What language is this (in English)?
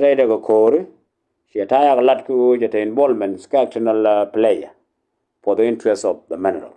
Nuer